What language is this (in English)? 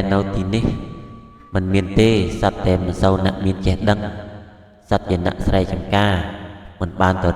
Khmer